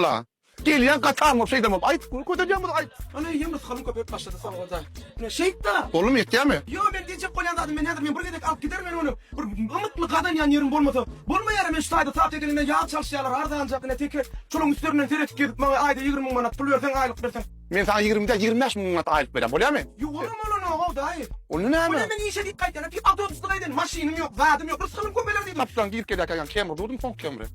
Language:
Turkmen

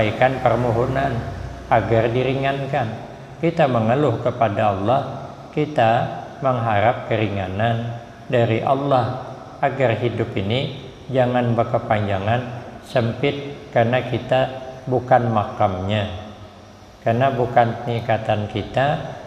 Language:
Banjar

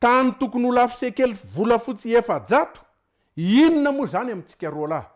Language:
Malagasy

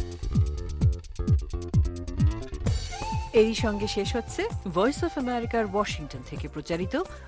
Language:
Bangla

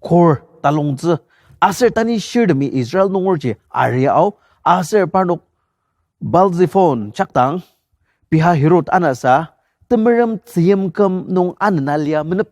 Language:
Ao Naga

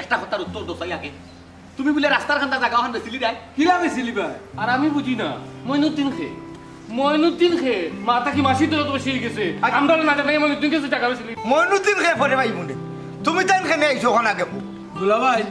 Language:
Sylheti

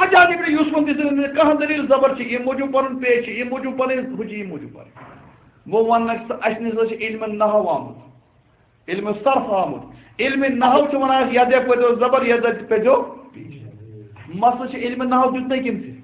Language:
Kashmiri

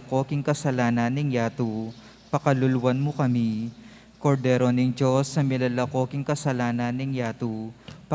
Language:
Pampanga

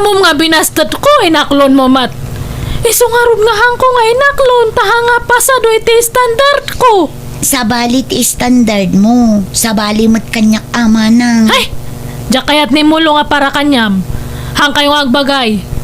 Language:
Iloko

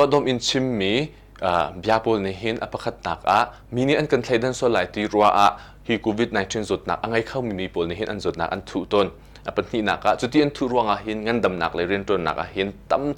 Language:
Hakha Chin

